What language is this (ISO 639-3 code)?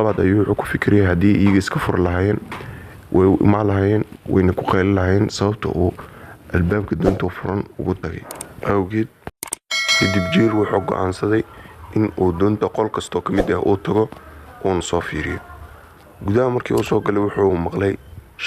som